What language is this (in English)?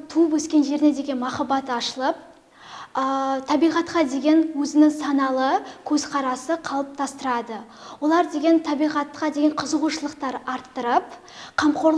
Kazakh